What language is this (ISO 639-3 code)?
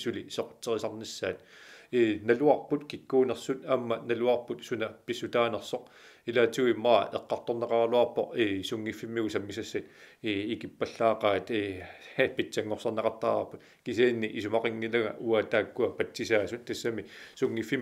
kal